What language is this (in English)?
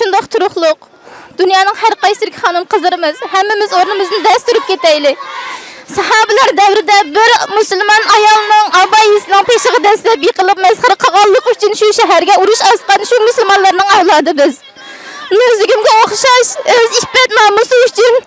Uyghur